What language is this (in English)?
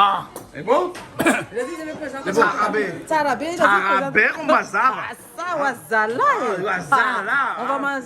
Réunion Creole French